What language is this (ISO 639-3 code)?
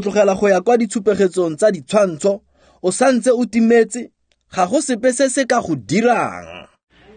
tsn